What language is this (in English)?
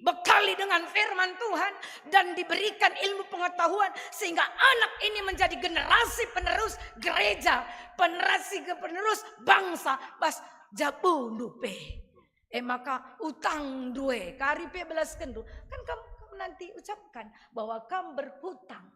Batak Karo